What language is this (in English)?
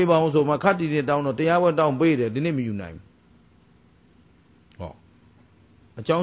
Burmese